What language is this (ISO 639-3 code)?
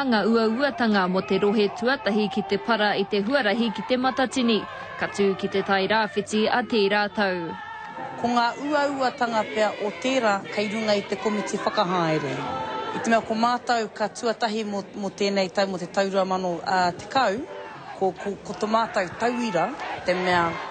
mri